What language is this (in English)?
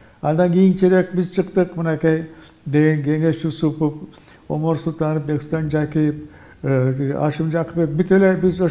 Kyrgyz